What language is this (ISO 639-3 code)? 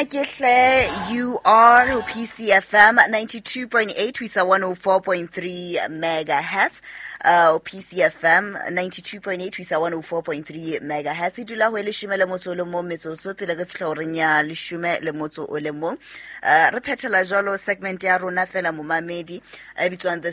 sot